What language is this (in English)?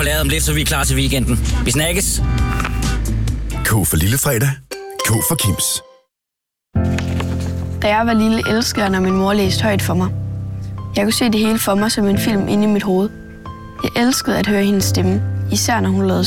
Danish